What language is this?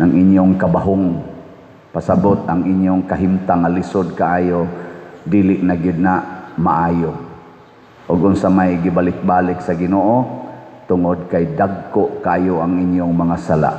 Cebuano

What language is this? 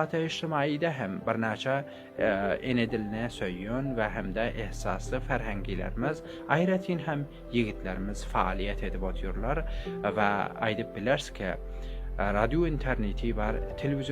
Turkmen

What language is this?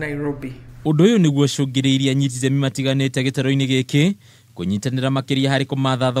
Kikuyu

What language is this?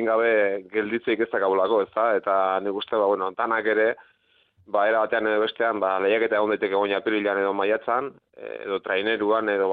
Basque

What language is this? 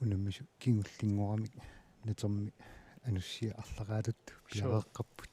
Kalaallisut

